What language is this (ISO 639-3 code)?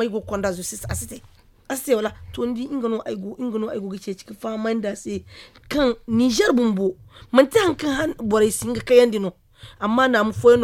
dje